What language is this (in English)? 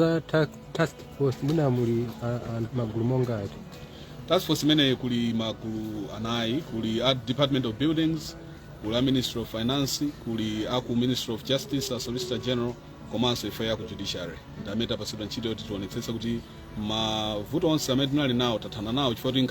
Nyanja